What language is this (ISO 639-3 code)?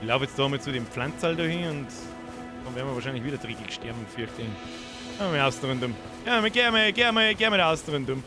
bar